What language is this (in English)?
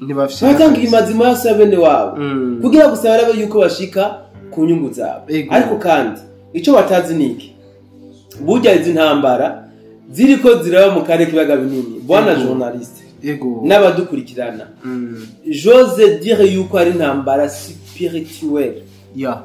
Rundi